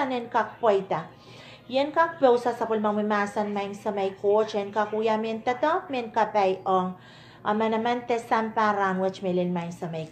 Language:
Pohnpeian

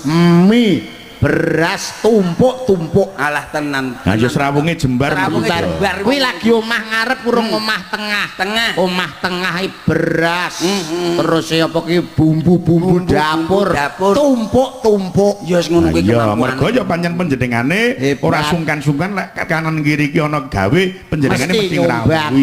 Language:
Javanese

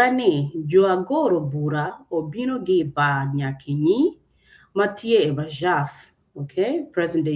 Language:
Acoli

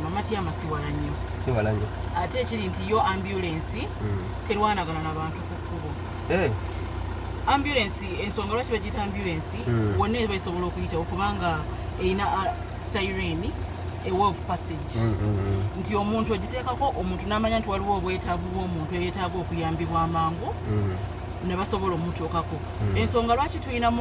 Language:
Soga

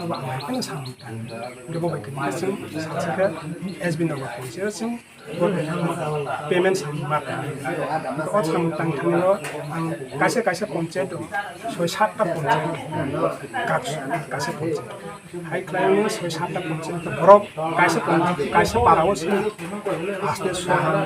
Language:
Kok Borok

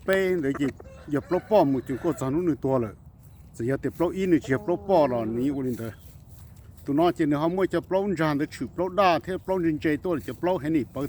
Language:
Hmong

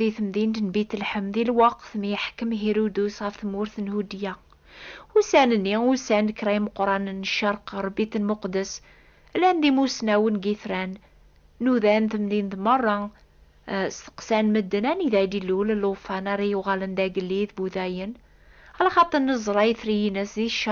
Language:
Kabyle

